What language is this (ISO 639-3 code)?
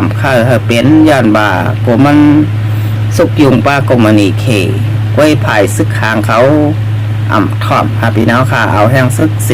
shn